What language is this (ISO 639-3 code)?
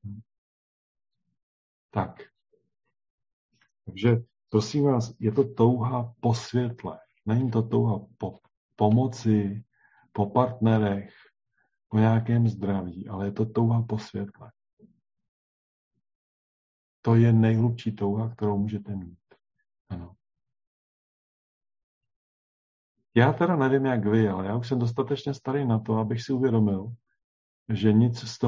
ces